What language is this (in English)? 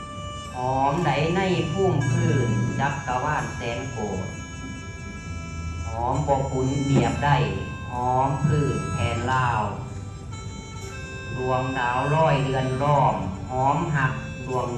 Lao